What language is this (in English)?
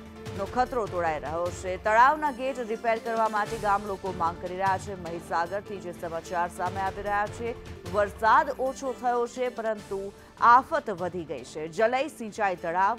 Gujarati